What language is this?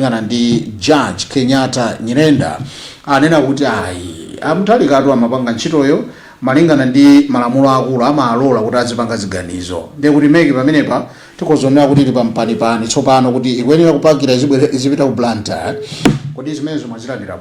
Nyanja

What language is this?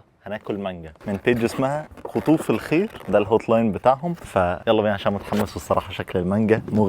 Egyptian Arabic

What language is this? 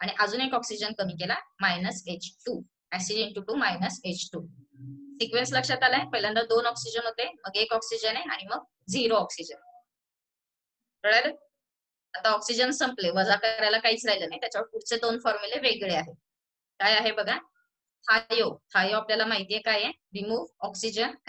Marathi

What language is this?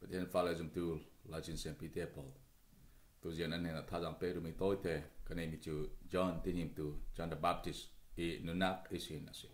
Falam Chin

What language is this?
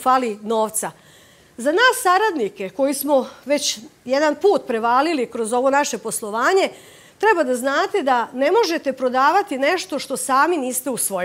Serbian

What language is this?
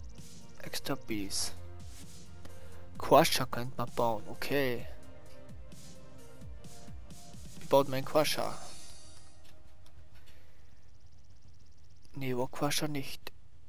German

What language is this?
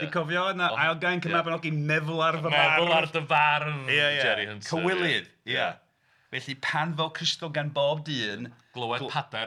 Welsh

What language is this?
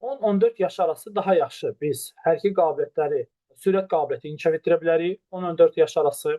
Azerbaijani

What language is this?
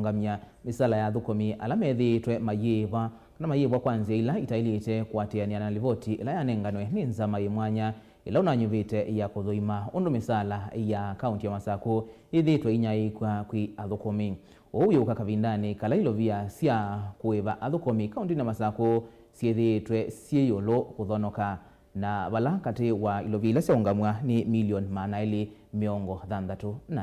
Kamba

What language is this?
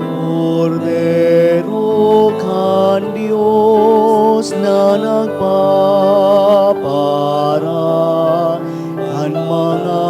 Bikol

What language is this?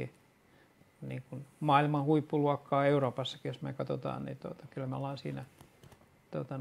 Finnish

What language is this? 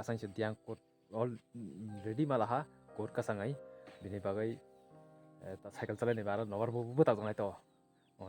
Kok Borok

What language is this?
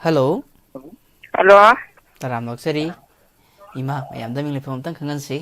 Manipuri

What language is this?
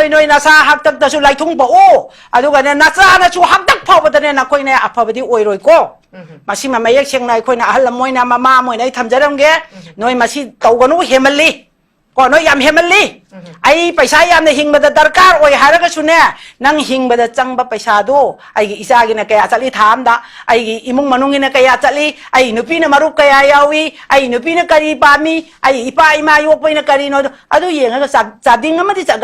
Manipuri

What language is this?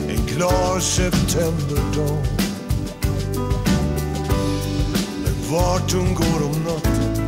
Swedish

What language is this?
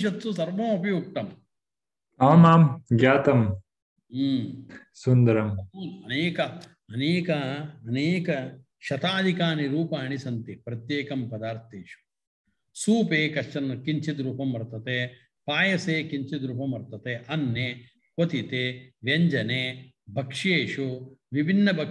Sanskrit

